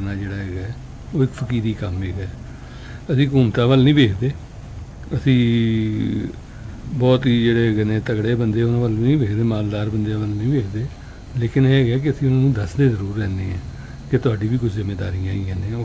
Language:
Punjabi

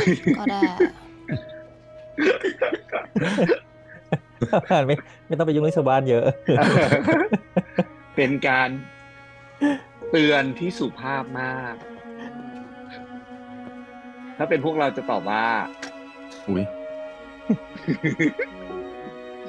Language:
Thai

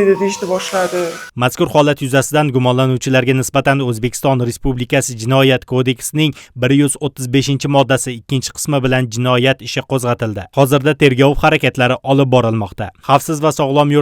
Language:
Uzbek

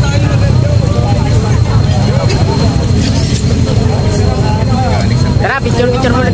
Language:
Filipino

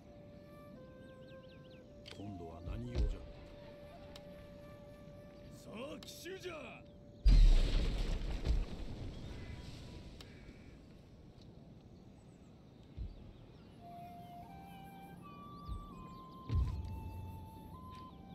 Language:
Japanese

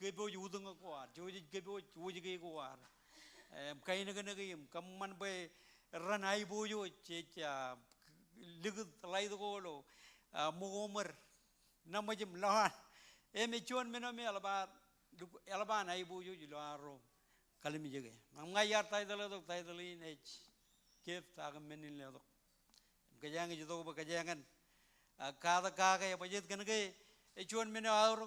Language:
Marshallese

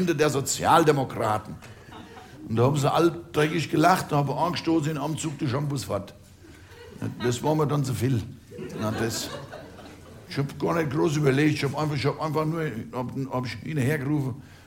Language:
German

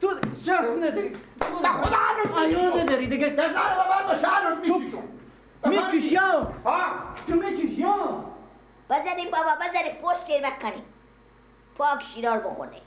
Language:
Persian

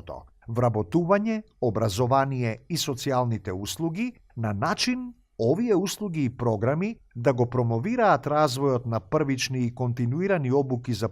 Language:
Macedonian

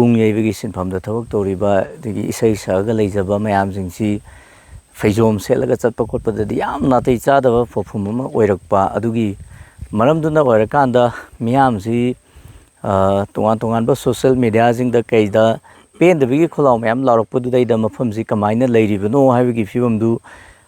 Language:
Manipuri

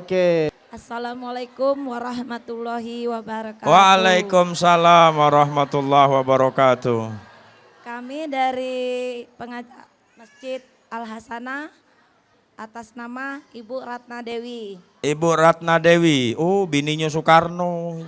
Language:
Musi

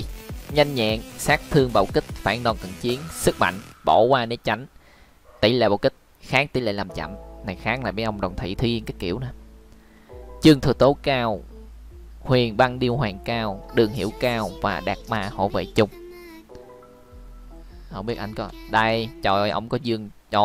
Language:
Vietnamese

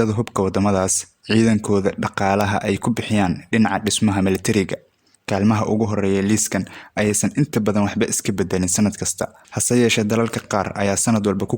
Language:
Somali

